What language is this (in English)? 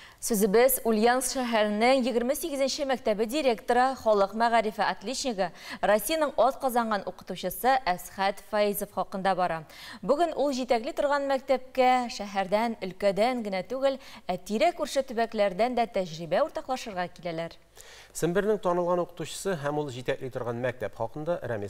Tatar